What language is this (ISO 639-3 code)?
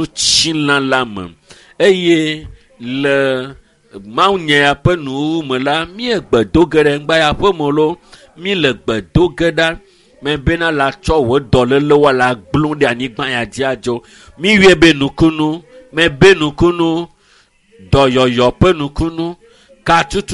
ewe